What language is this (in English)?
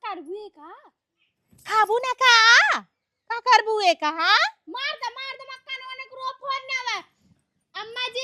Awadhi